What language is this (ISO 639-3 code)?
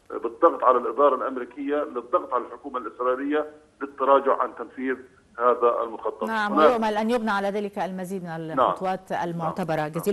ara